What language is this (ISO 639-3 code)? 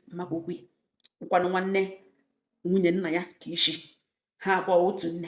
ibo